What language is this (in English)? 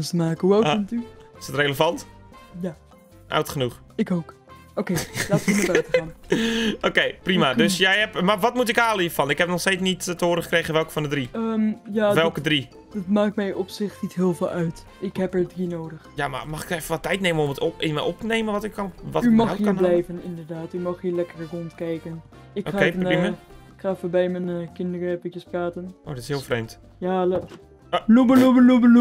Dutch